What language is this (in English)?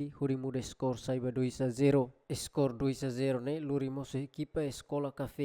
Tetum